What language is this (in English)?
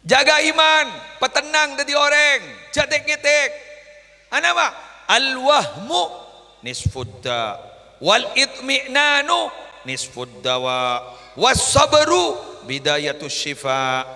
Madurese